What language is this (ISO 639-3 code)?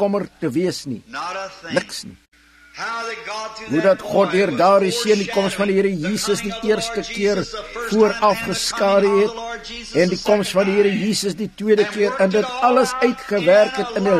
afr